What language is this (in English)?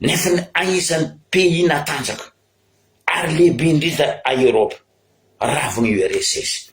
Malagasy